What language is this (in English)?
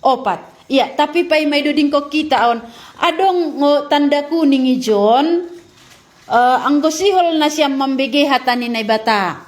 Batak Simalungun